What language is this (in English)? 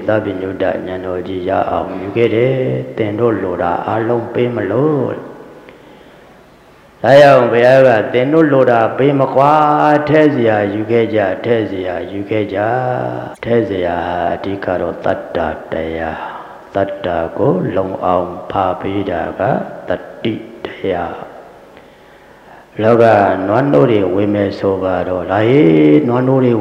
Burmese